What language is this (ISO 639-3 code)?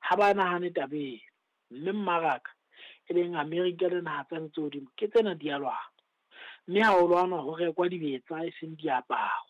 sot